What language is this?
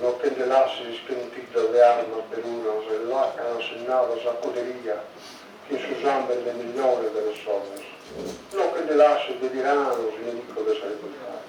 Sardinian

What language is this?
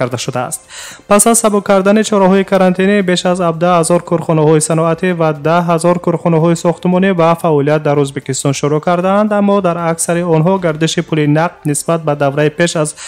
Tajik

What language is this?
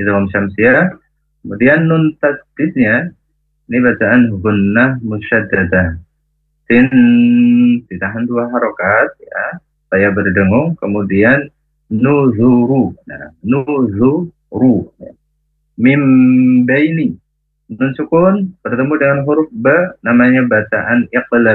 Indonesian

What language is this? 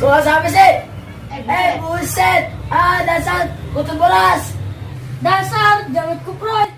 Betawi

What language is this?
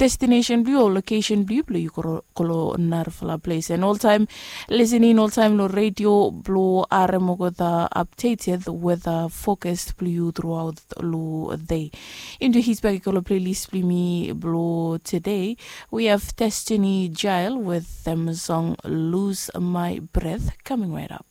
Bislama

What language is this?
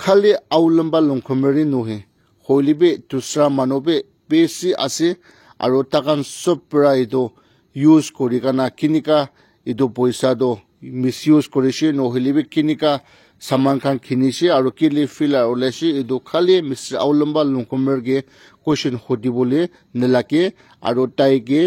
Naga Pidgin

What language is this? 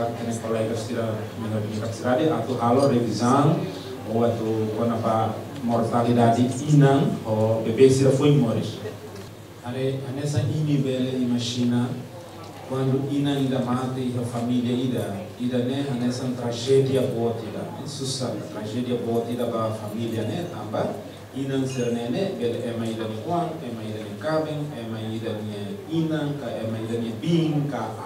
Tetum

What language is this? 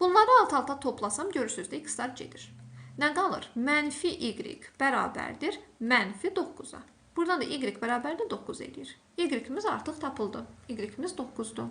Azerbaijani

